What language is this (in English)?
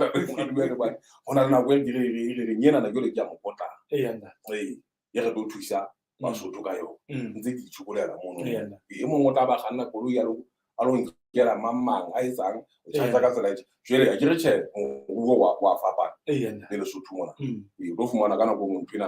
Southern Sotho